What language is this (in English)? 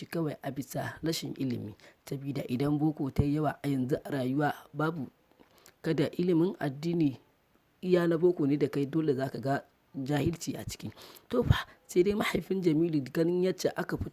Hausa